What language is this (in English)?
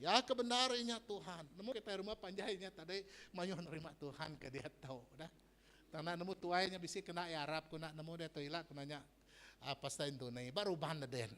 Iban